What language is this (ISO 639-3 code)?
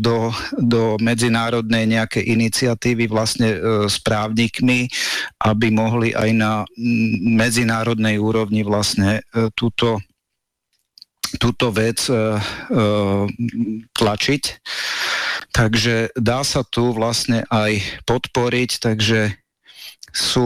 slk